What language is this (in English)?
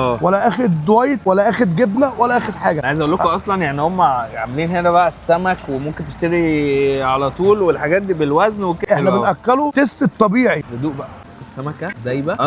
Egyptian Arabic